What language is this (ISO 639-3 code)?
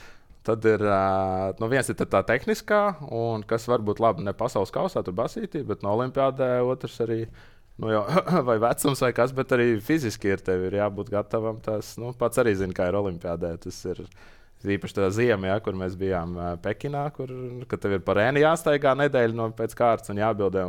lav